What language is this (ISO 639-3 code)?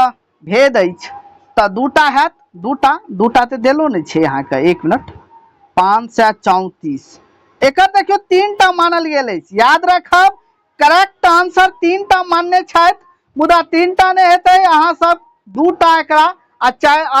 mai